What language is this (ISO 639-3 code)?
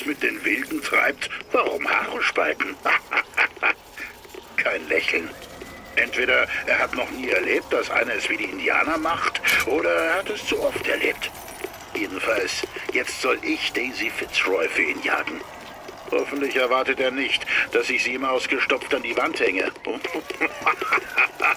deu